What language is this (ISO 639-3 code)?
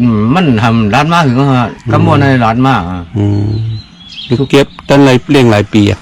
shn